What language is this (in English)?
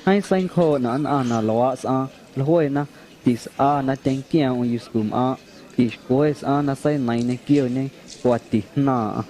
Guerrero Amuzgo